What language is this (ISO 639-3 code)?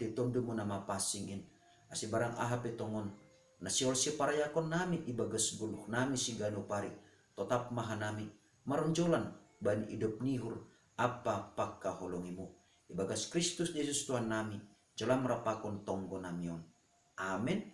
bts